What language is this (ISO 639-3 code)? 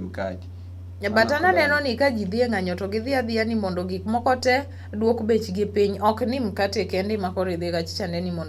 luo